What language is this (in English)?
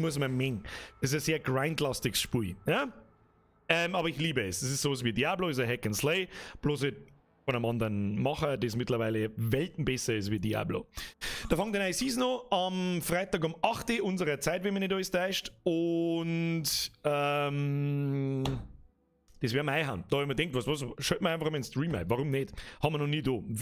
Bavarian